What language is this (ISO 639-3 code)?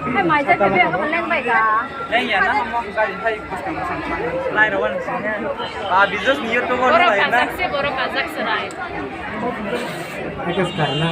trp